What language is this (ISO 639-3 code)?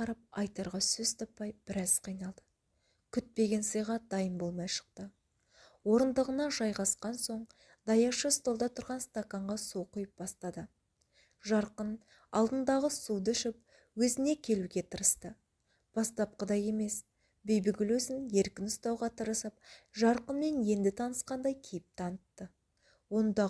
kaz